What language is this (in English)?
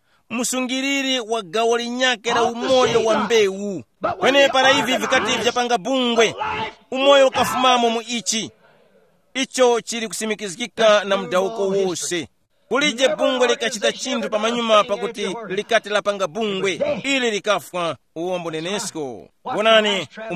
Tumbuka